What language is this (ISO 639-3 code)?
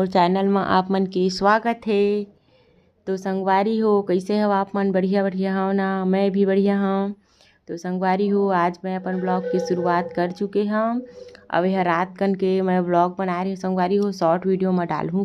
hne